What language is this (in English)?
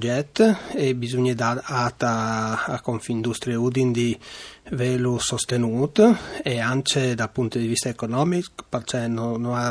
Friulian